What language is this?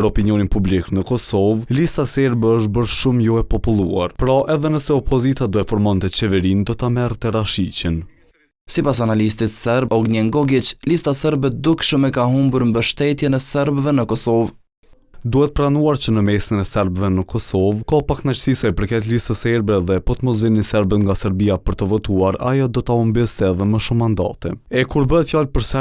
Albanian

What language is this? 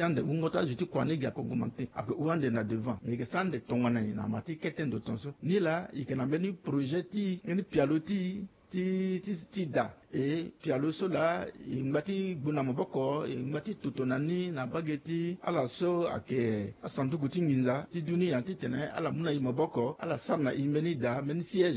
Sango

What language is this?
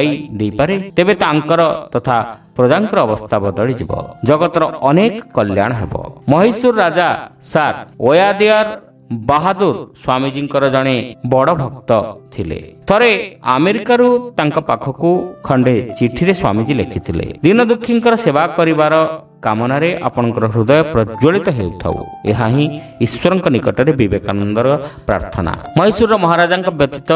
Odia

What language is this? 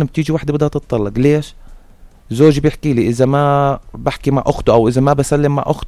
North Levantine Arabic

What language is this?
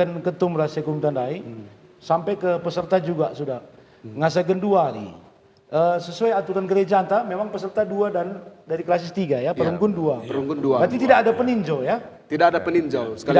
Batak Karo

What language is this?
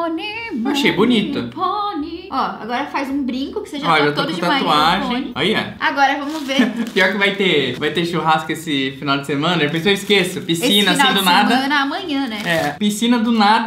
Portuguese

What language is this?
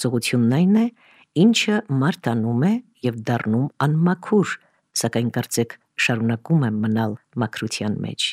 Armenian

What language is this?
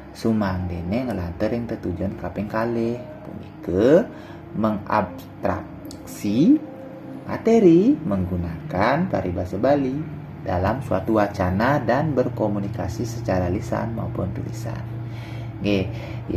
Balinese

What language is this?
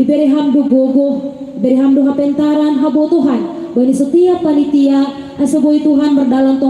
Batak Simalungun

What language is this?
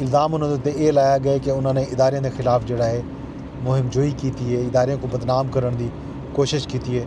Saraiki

